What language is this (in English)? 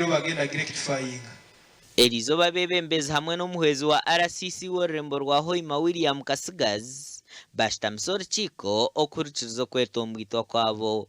Nyankole